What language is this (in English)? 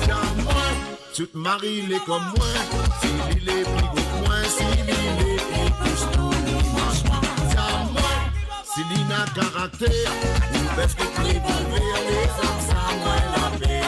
Morisyen